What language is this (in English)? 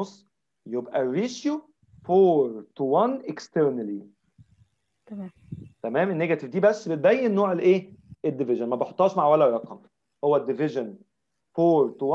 Egyptian Arabic